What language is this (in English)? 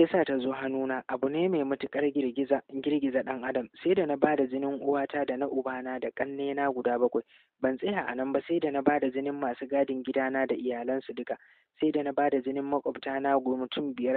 Hausa